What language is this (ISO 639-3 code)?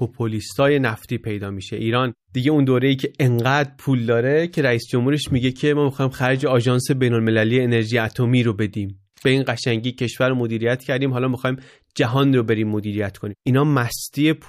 fas